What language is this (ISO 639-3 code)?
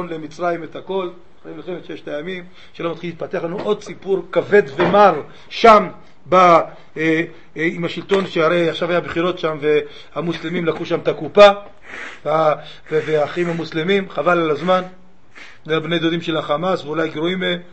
heb